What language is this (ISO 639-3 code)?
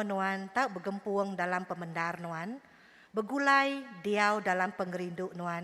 iba